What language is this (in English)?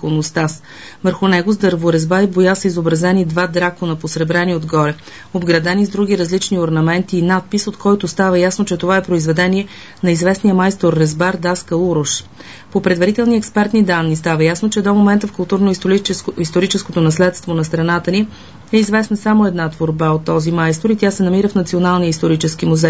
Bulgarian